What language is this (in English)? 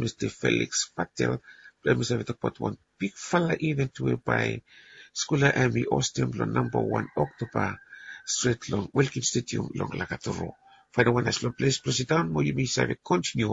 Bislama